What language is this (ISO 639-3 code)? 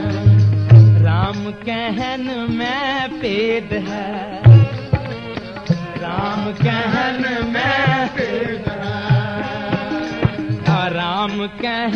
pan